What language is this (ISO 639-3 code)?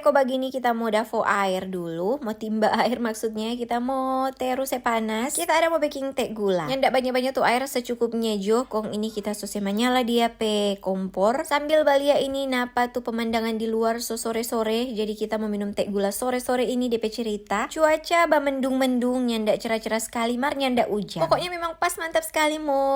xmm